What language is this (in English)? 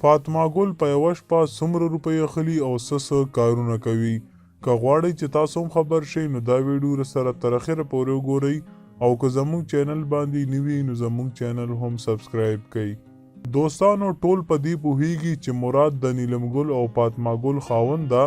Pashto